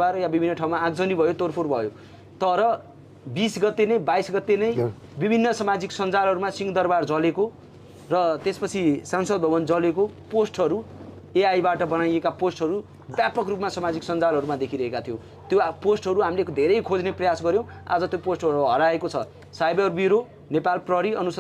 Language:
Nepali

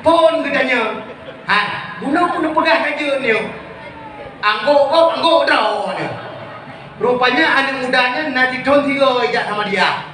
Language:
Achinese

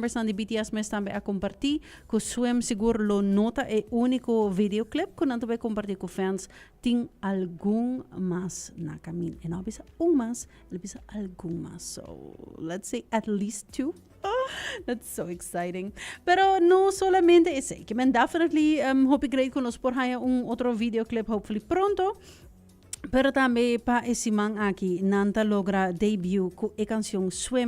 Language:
Papiamento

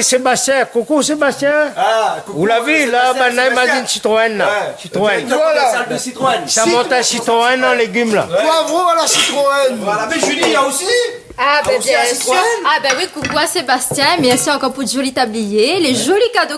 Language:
Réunion Creole French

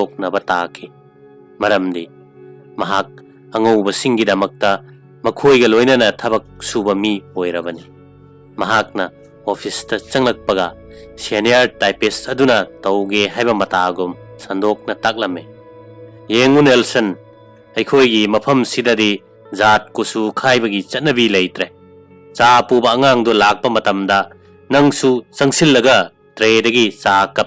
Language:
Manipuri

